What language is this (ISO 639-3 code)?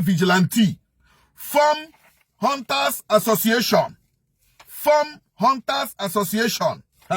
ibo